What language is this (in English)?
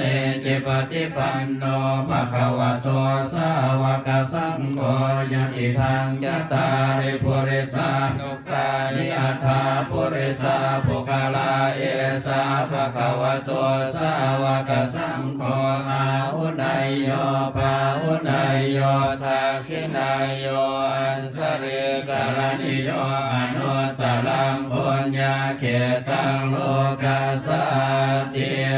Pali